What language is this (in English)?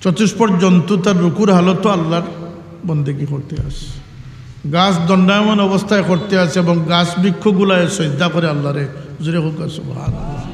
Sylheti